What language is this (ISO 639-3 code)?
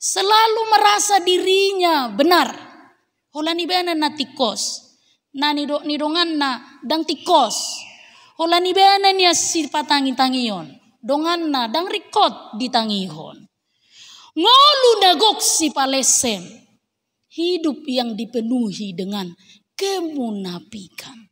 bbc